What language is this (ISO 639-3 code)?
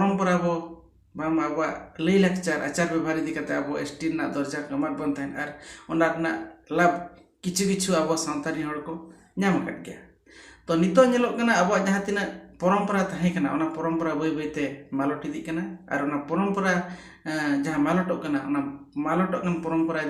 sat